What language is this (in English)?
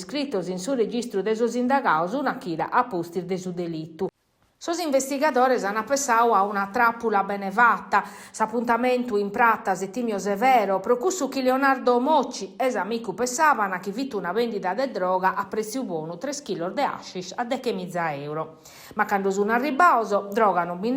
Sardinian